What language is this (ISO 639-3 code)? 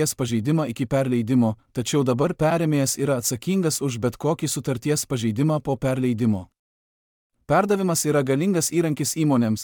lit